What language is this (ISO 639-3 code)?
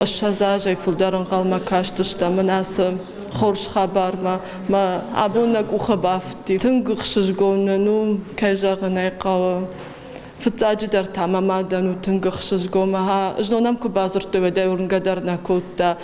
oss